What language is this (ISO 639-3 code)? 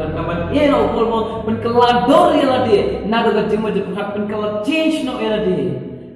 kha